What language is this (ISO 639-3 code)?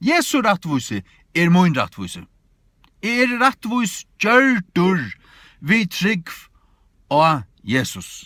fao